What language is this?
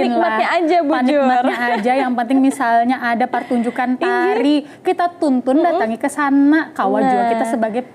Banjar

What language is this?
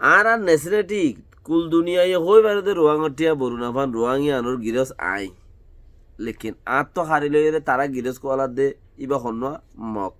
Rohingya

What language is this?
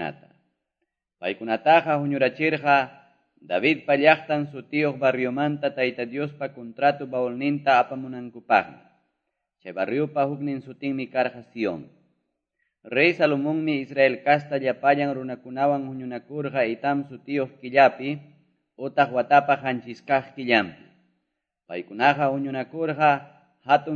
Quechua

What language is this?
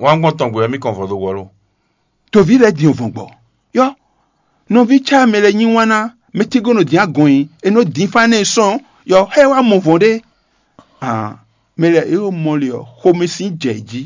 Fon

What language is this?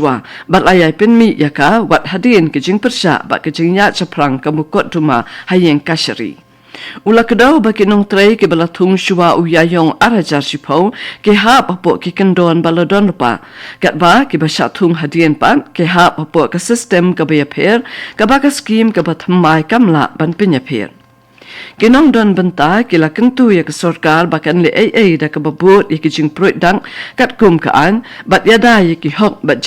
Khasi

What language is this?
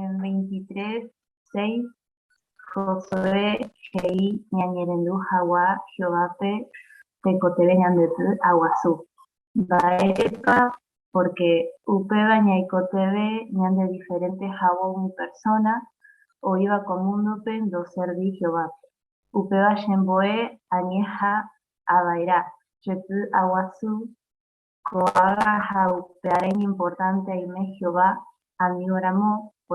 Guarani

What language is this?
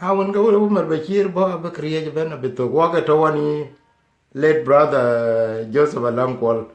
Dinka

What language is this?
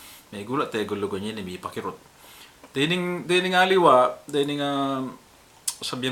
Pampanga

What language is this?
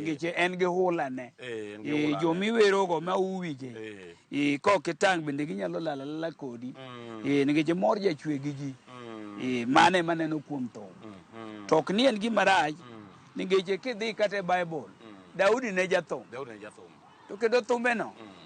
Luo (Kenya and Tanzania)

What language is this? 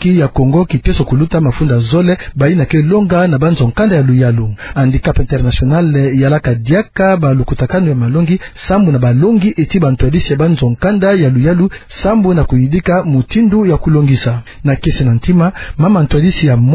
Kituba (Democratic Republic of Congo)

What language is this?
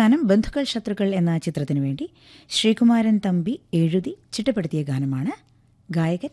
Malayalam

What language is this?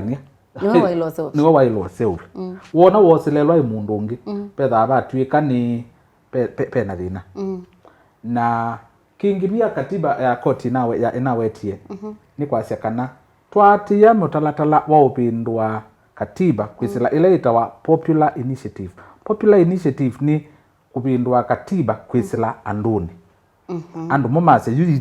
Kamba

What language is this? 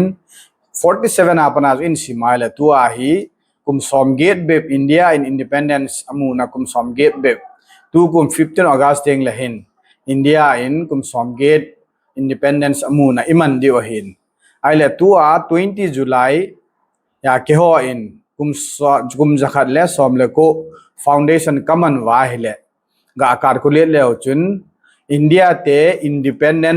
Thado Chin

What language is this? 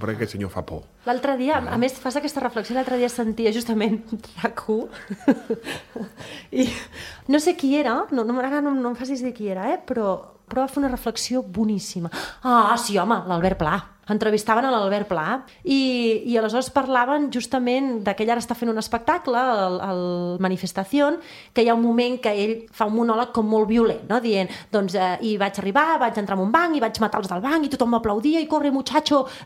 Catalan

